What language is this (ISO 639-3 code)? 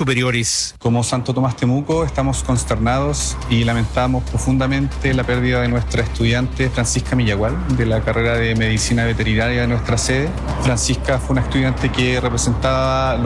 spa